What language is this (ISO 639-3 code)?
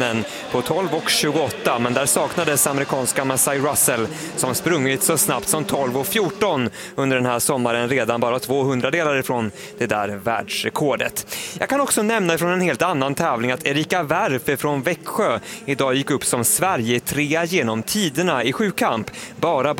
swe